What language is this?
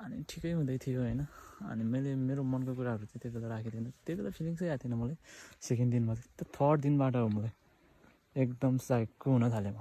Nepali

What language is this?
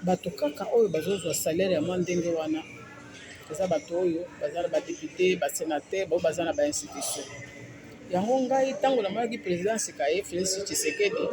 Lingala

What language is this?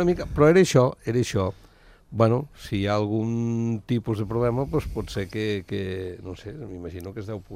Catalan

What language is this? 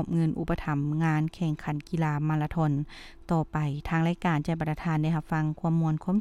Lao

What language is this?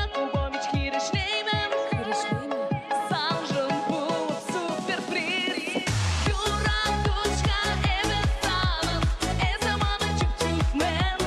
Chuvash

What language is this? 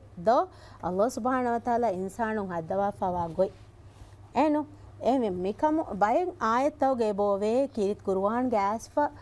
Divehi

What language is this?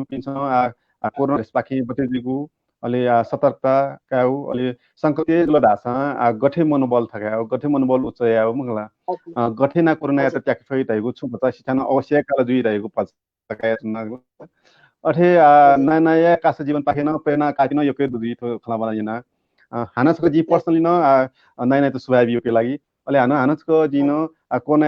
Newari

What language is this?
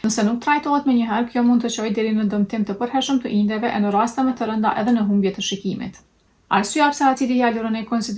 Albanian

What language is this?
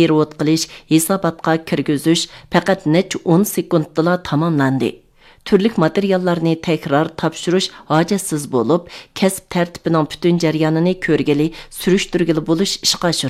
Uyghur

